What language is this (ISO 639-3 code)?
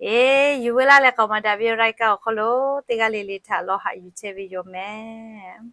lhu